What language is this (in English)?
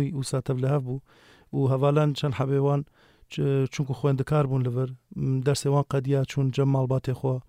Kurdish